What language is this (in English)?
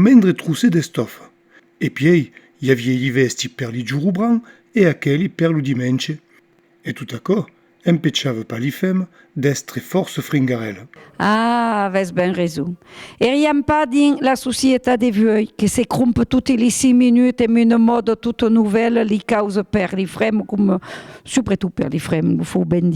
Occitan